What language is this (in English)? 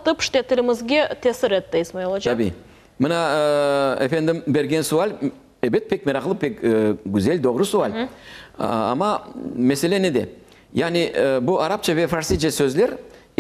Crimean Tatar